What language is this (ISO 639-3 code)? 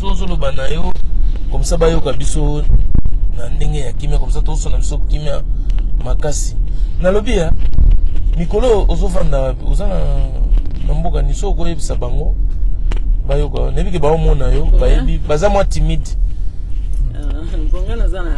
lin